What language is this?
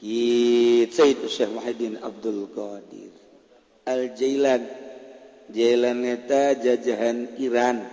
Sundanese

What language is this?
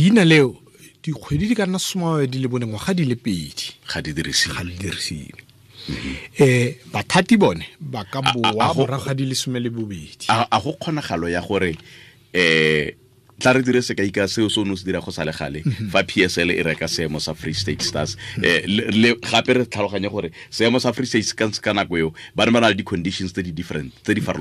Tswana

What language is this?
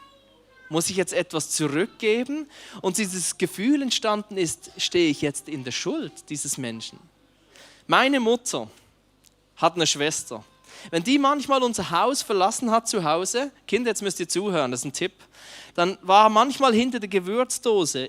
Swiss German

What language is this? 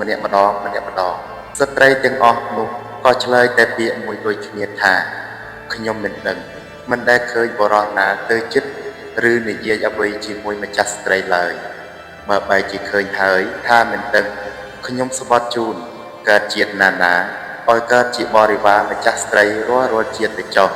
Khmer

